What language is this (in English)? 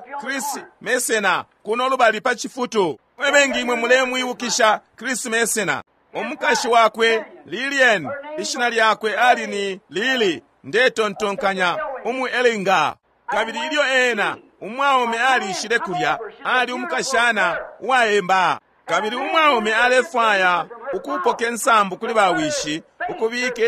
Bemba